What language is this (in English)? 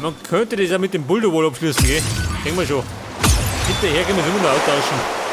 Bavarian